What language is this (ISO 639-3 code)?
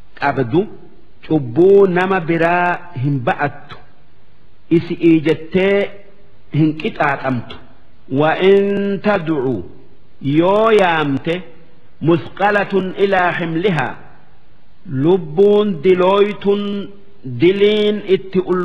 orm